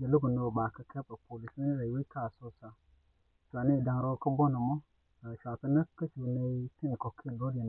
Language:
Nuer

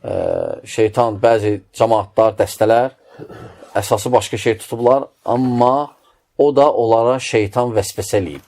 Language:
Azerbaijani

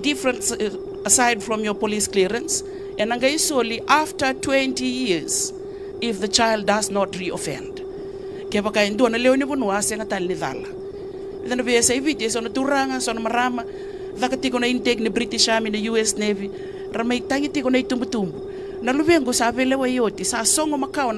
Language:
Fijian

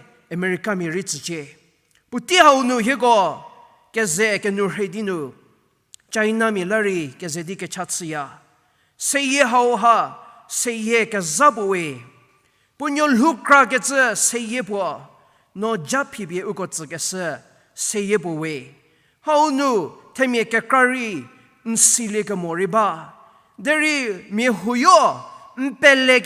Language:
Angami Naga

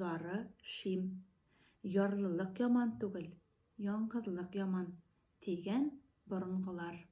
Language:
Bashkir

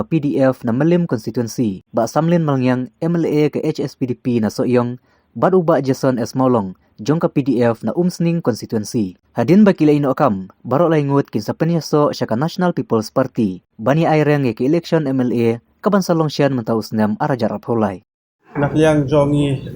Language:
Khasi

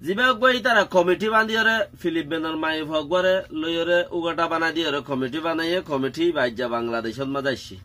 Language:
Rohingya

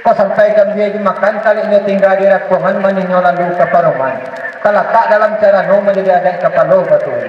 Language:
Minangkabau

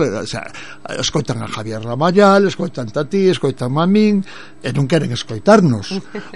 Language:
Galician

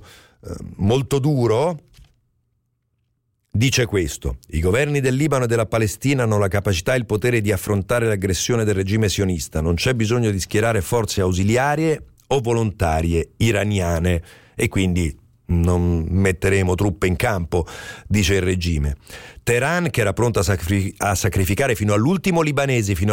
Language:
Italian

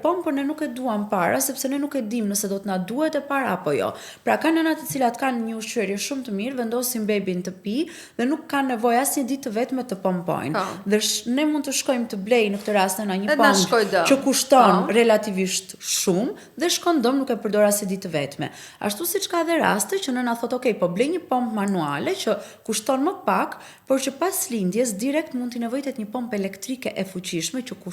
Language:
Albanian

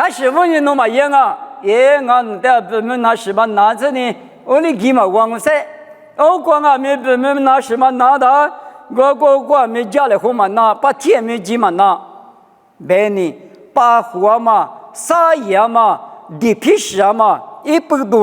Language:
Lisu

